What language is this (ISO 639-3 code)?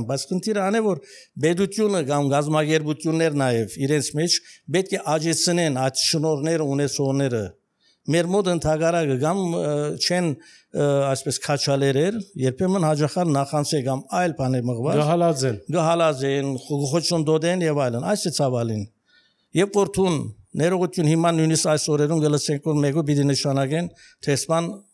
hye